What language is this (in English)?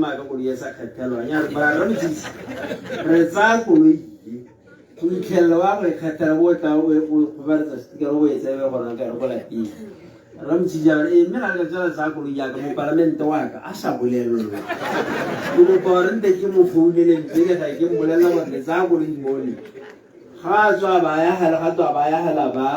Tswana